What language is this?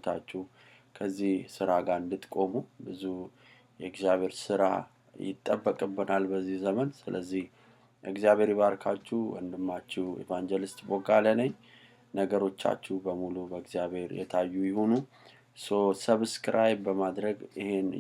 Amharic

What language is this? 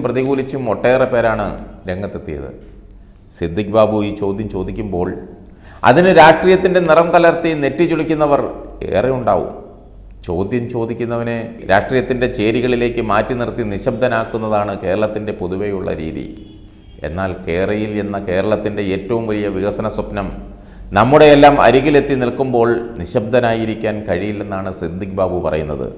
Malayalam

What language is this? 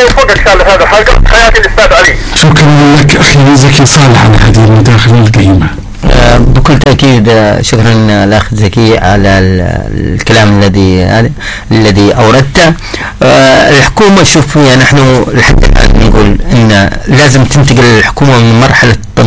Arabic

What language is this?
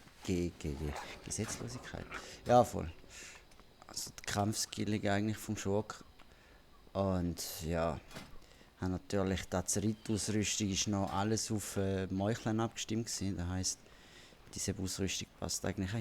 Swiss German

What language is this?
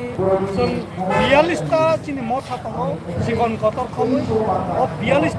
Kok Borok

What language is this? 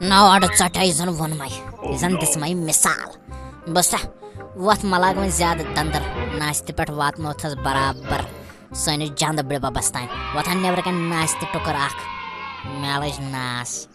Kashmiri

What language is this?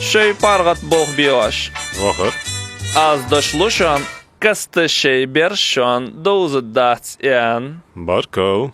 Ingush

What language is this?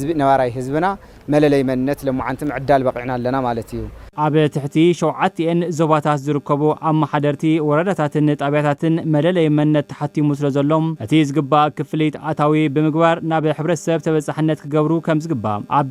Tigrinya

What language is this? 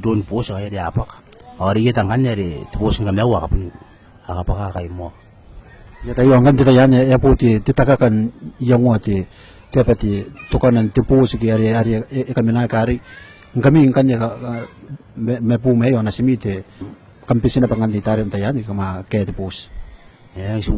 Gilbertese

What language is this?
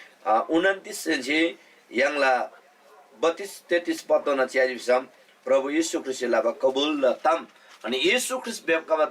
Eastern Tamang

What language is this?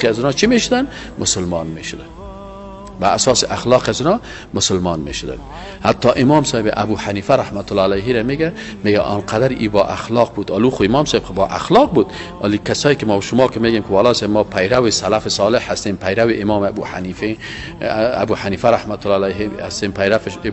Persian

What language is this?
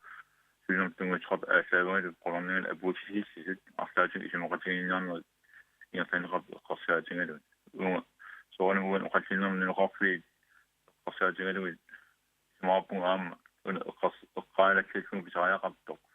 Kalaallisut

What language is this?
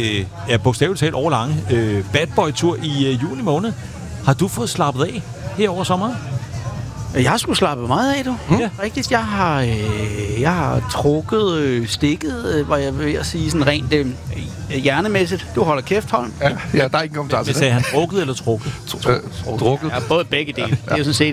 Danish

